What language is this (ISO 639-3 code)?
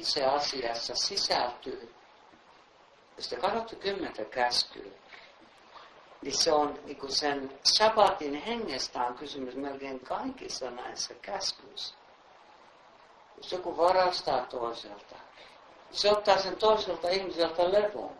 fin